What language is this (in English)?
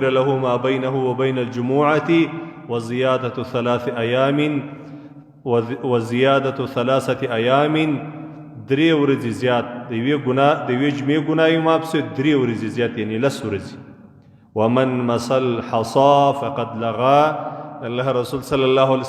Pashto